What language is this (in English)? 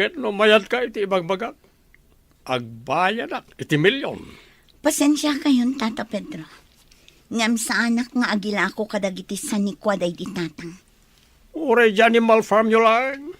Iloko